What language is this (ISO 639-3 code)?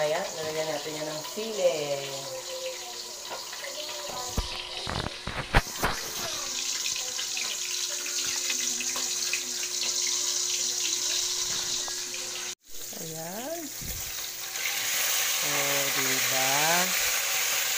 fil